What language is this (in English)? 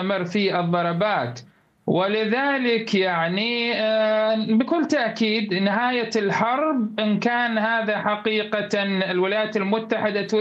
Arabic